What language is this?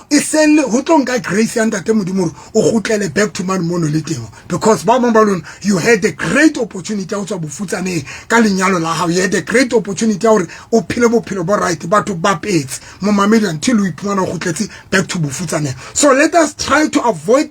Southern Sotho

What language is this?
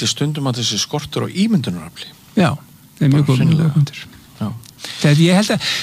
Icelandic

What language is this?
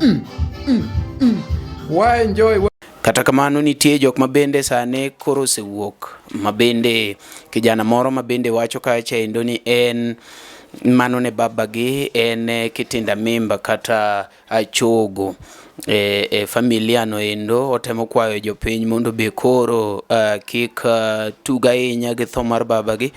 Luo (Kenya and Tanzania)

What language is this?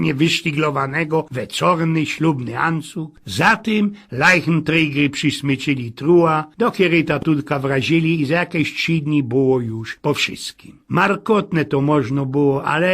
Silesian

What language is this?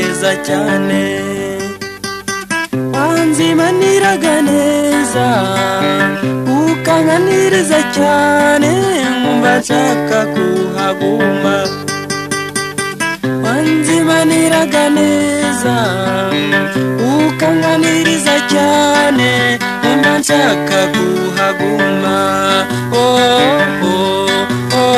Kinyarwanda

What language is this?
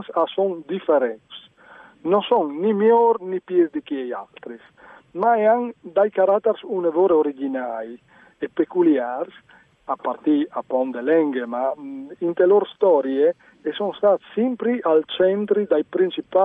Friulian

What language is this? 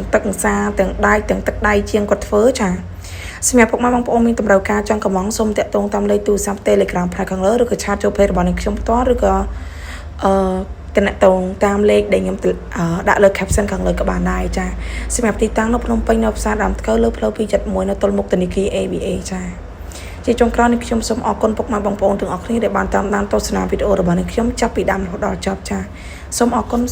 Khmer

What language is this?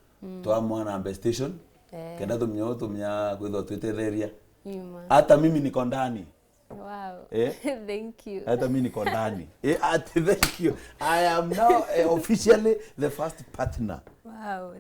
Meru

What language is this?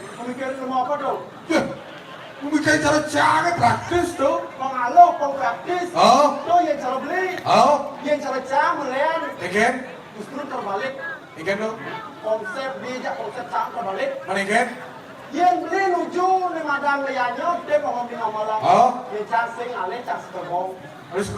Balinese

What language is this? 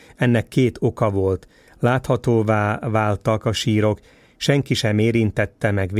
Hungarian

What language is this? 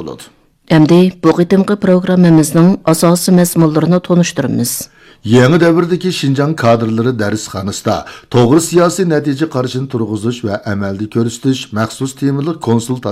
Uyghur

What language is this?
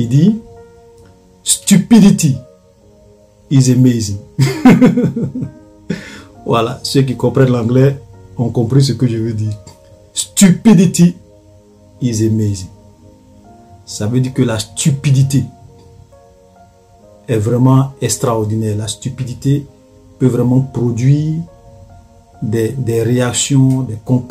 French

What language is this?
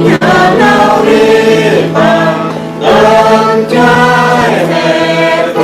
Central Mnong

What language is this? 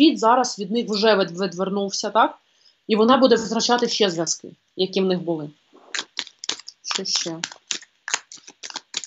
Ukrainian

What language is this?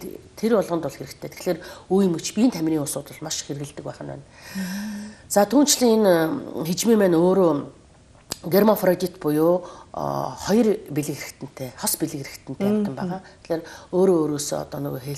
Mongolian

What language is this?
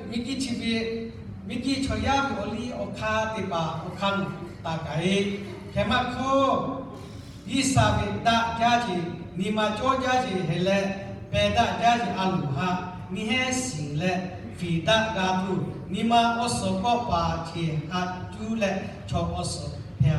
Lahu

